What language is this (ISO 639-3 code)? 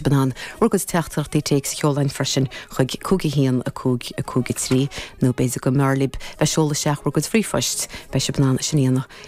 gle